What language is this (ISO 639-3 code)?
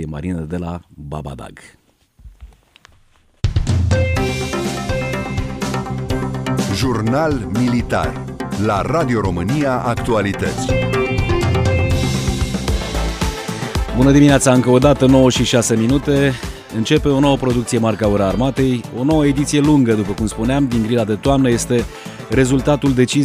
ron